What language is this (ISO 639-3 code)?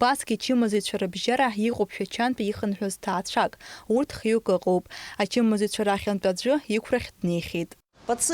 abk